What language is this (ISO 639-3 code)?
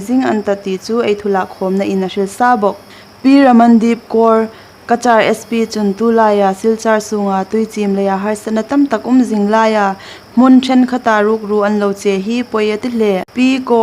hmr